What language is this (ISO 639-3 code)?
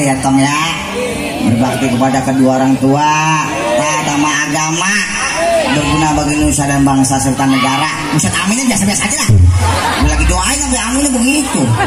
bew